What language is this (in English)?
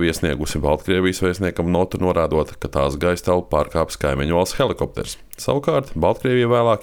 Latvian